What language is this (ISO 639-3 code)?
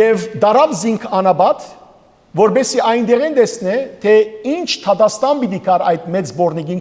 hyw